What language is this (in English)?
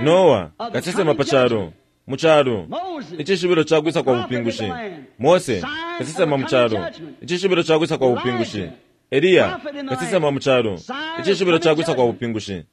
Bemba